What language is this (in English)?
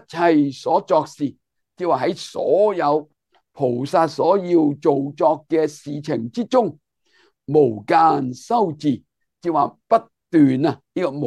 Cantonese